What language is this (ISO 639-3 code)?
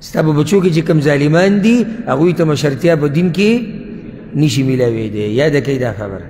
pus